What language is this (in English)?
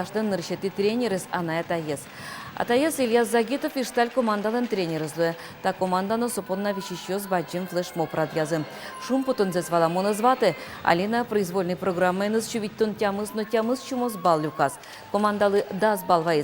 Udmurt